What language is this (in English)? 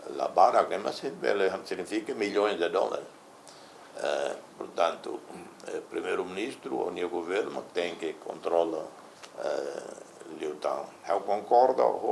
Tetum